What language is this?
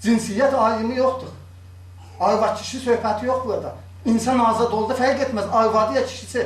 South Azerbaijani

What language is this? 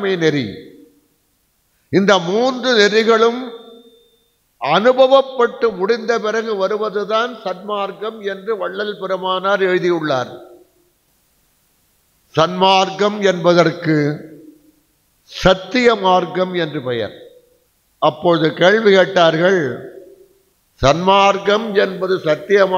Tamil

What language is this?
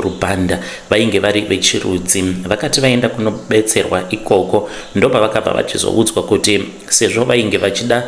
Shona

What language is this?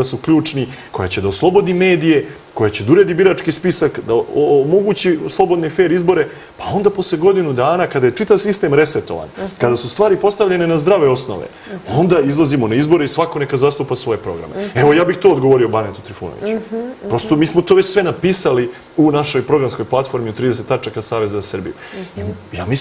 Serbian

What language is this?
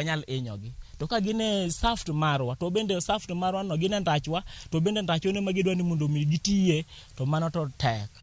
Luo (Kenya and Tanzania)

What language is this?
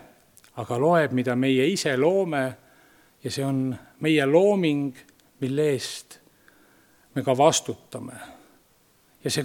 Estonian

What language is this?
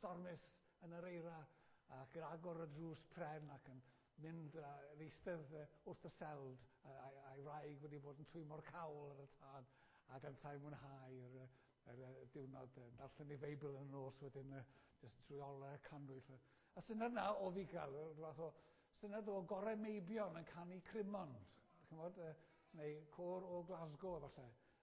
Welsh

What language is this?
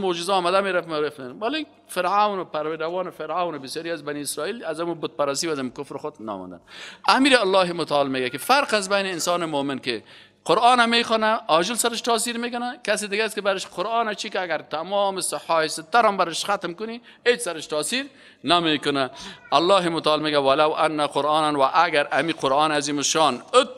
Persian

